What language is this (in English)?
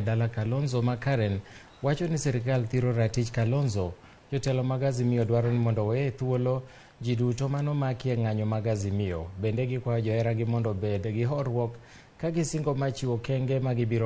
Luo (Kenya and Tanzania)